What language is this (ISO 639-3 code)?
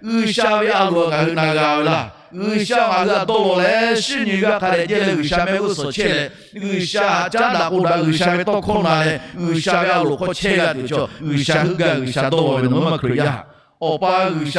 lhu